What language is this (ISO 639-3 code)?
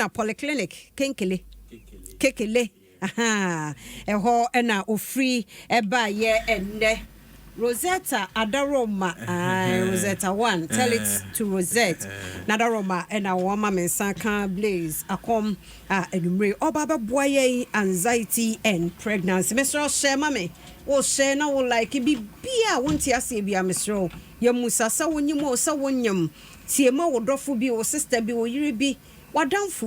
aka